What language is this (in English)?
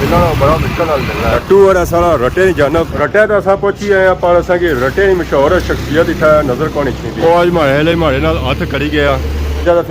Pahari-Potwari